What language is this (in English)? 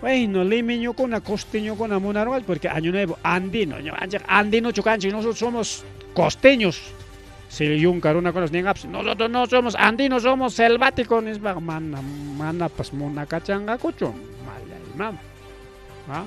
Ayacucho Quechua